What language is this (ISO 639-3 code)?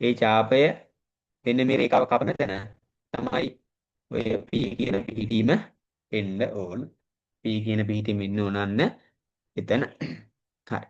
sin